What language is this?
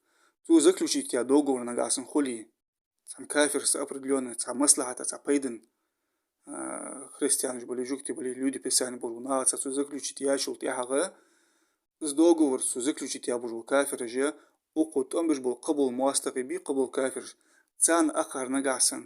Ingush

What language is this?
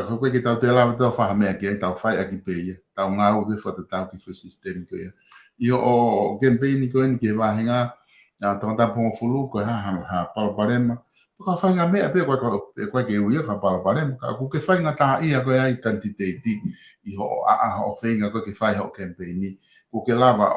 Tongan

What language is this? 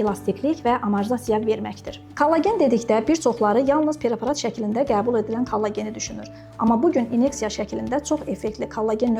Azerbaijani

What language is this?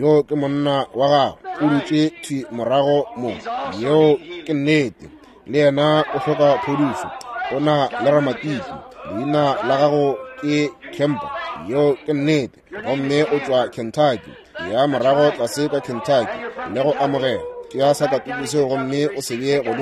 Northern Sotho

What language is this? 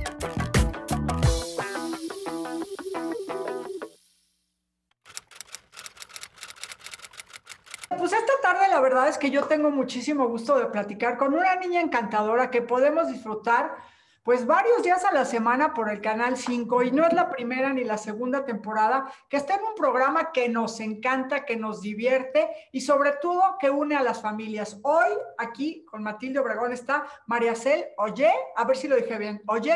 Spanish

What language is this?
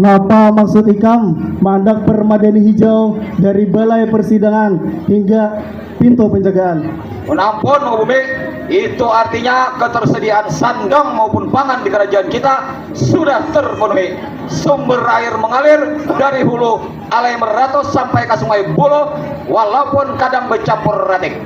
Banjar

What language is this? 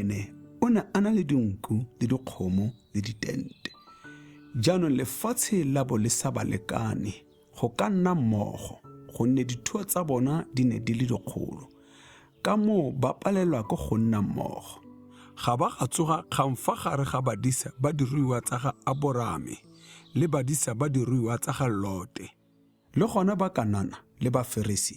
Tswana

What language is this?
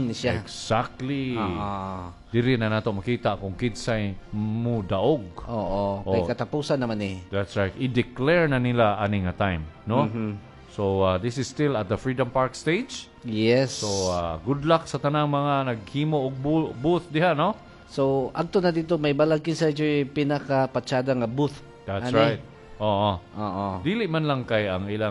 Cebuano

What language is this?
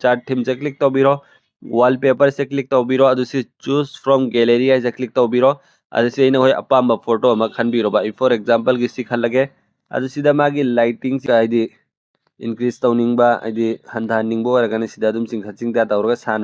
Manipuri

